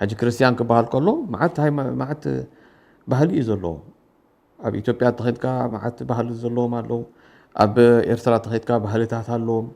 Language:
Tigrinya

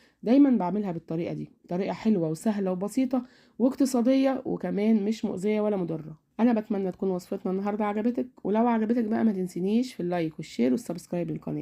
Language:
Egyptian Arabic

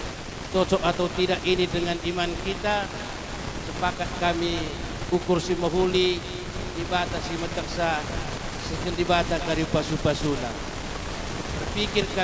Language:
Batak Karo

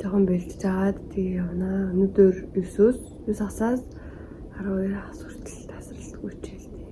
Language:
Mongolian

